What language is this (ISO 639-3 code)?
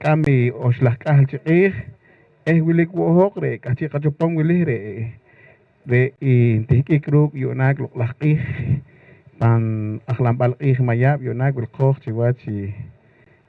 poh